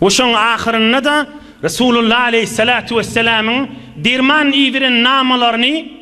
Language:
Turkmen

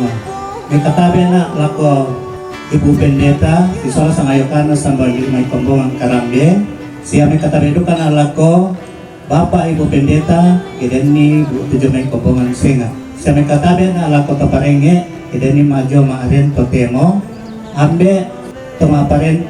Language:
Toraja-Sa'dan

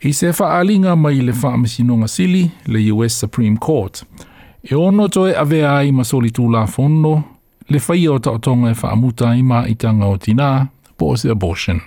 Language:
Samoan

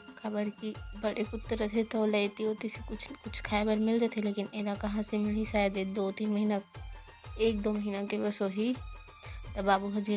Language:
Chhattisgarhi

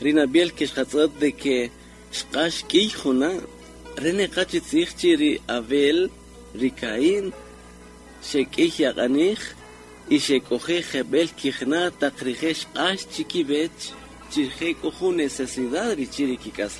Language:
Kaqchikel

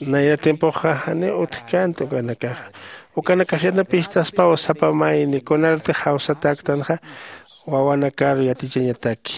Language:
Aymara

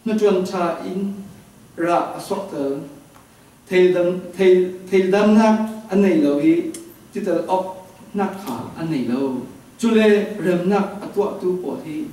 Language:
Falam Chin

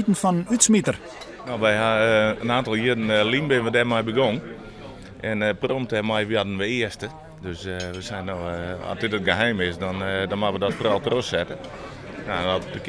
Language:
Western Frisian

